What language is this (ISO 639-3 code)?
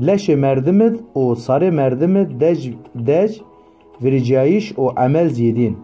zza